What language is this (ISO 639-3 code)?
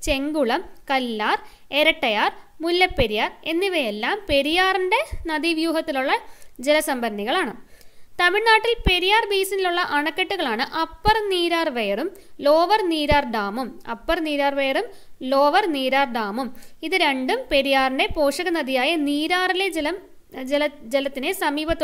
mal